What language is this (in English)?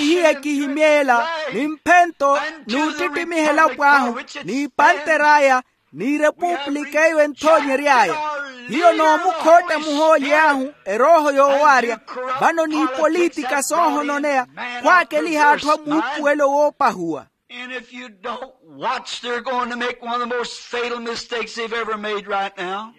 Makhuwa